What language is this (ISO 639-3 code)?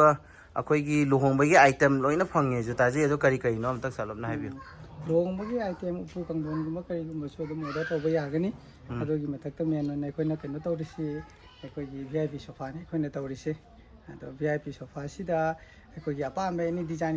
mni